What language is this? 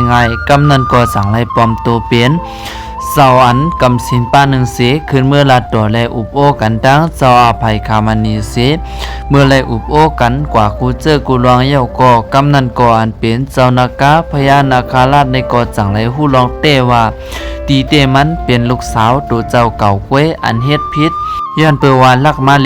Shan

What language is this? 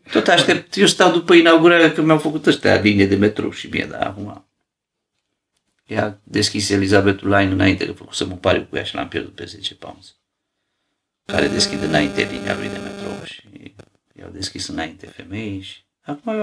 Romanian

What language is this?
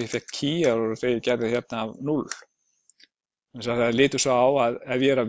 Icelandic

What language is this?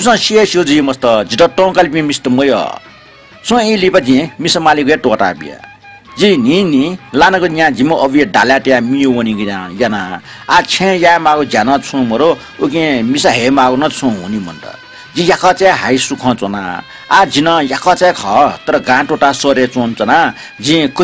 Newari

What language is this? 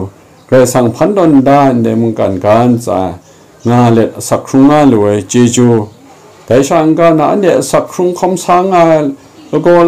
Kachin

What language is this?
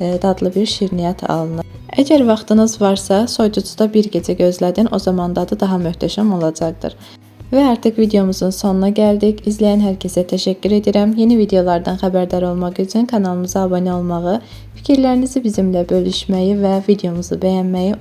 Azerbaijani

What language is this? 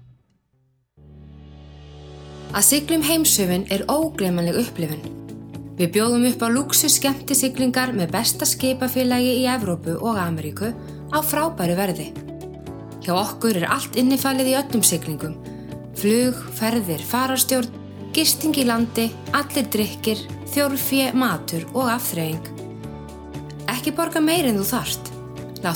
Icelandic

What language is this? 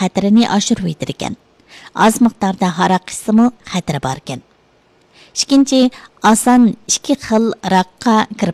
Uyghur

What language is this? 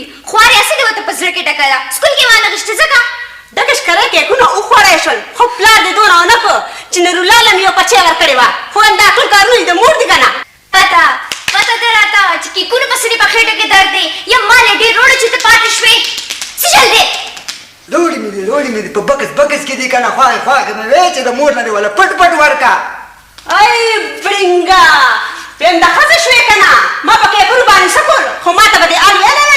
Pashto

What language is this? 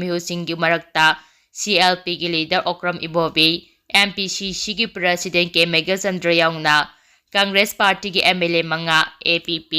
Manipuri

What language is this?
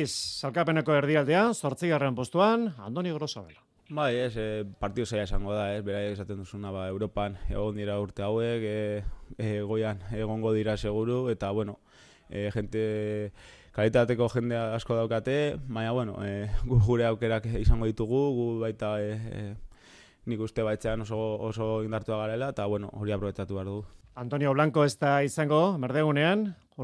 Basque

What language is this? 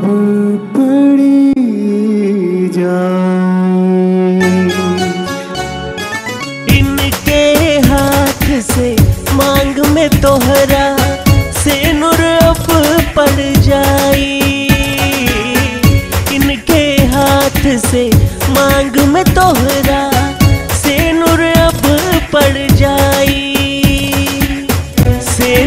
Bhojpuri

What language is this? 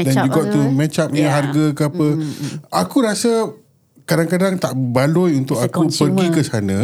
Malay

